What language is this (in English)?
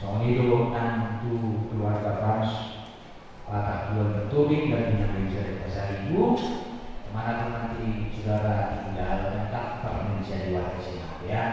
Batak Toba